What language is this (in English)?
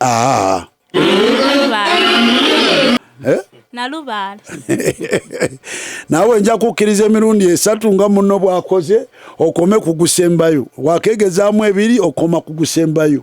Ganda